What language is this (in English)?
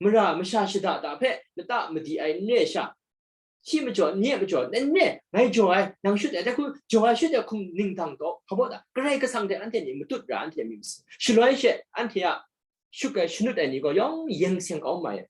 Kachin